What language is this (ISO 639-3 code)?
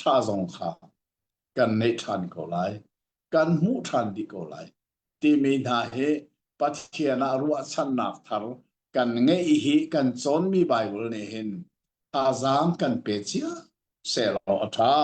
cnh